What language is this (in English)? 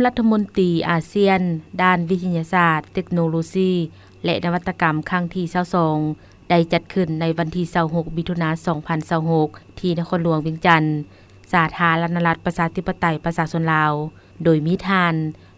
Lao